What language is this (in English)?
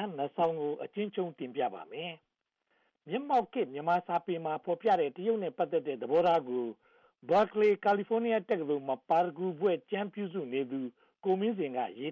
Burmese